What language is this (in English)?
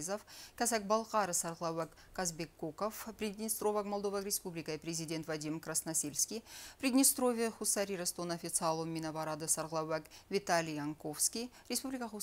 Ossetic